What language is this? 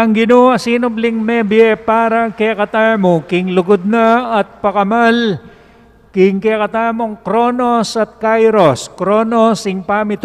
Pampanga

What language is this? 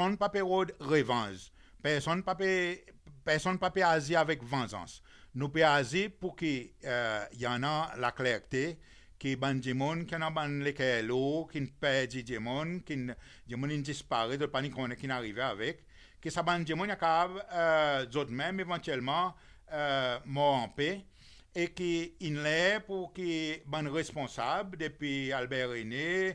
Seselwa Creole French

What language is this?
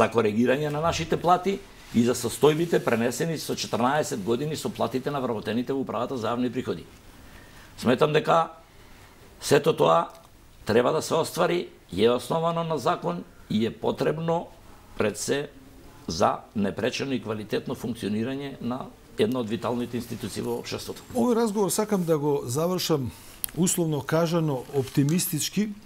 Macedonian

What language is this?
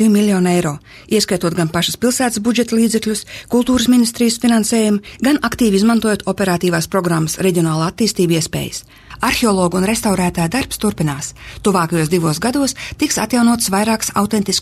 Latvian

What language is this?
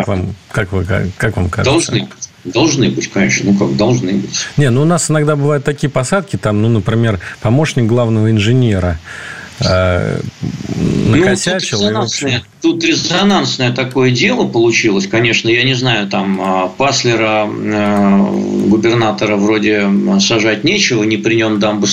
Russian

